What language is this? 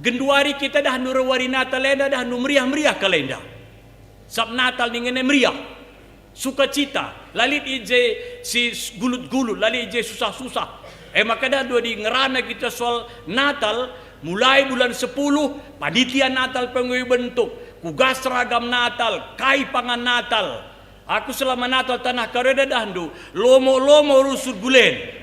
Batak Karo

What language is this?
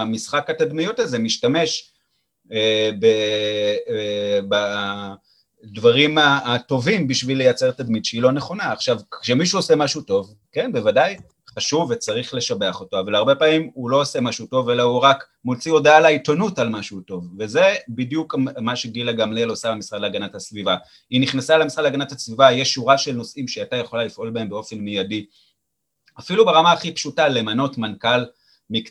Hebrew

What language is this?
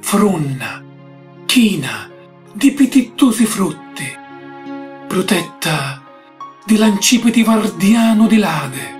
Sicilian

